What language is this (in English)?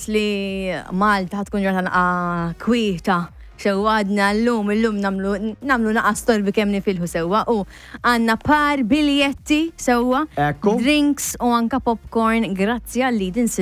Maltese